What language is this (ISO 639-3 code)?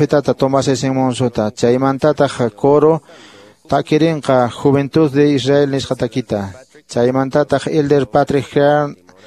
que